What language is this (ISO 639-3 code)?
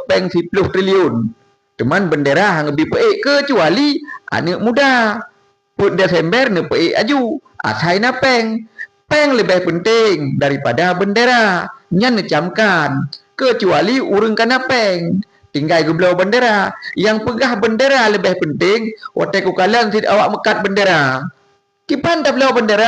ace